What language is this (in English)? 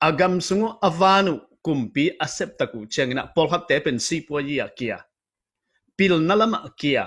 Tedim Chin